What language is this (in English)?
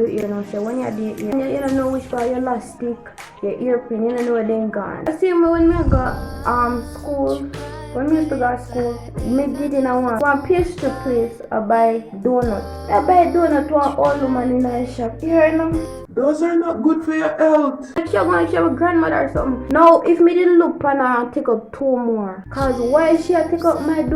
Jamaican Creole English